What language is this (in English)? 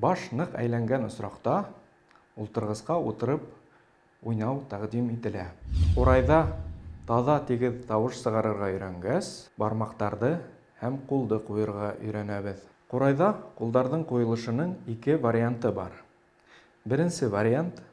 Bashkir